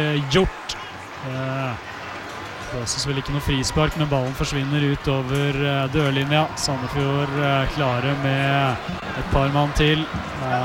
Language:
Norwegian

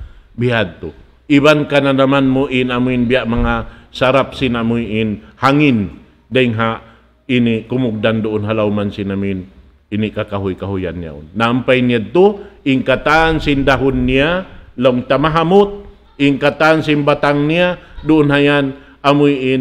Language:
Tausug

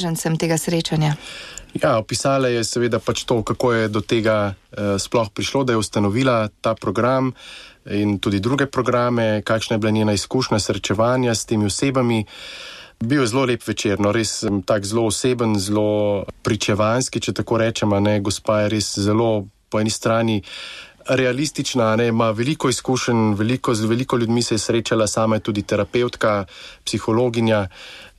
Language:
Slovenian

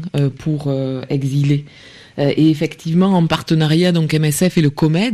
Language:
French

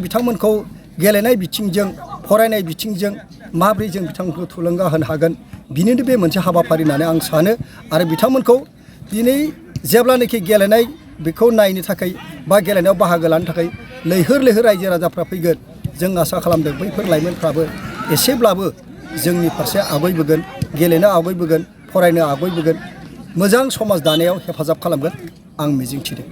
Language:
Bodo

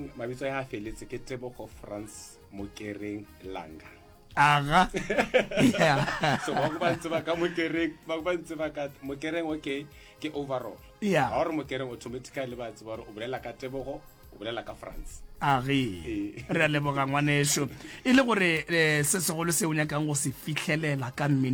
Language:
Northern Sotho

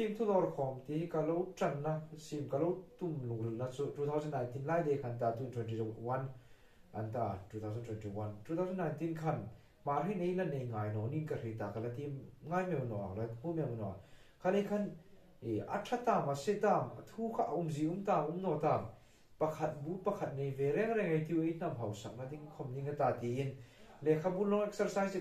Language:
Hmar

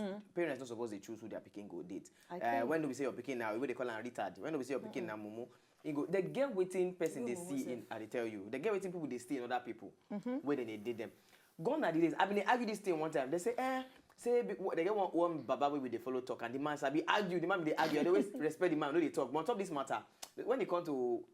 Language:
Nigerian Pidgin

